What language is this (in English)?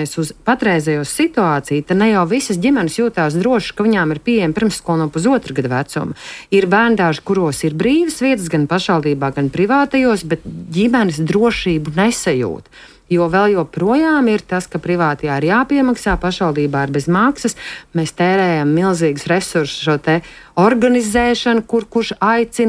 Latvian